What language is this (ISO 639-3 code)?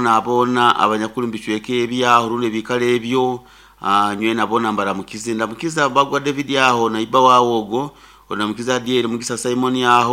nyo